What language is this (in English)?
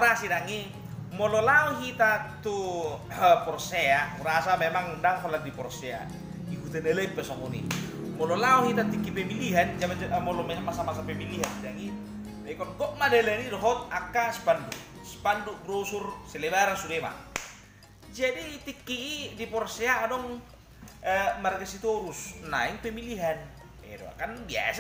Batak Toba